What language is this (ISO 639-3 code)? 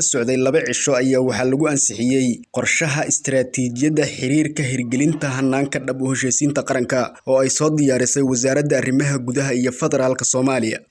som